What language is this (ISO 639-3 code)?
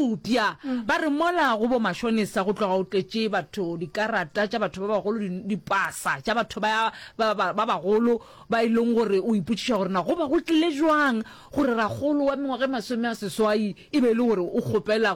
nso